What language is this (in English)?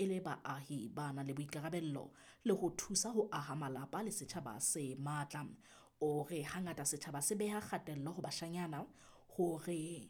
Southern Sotho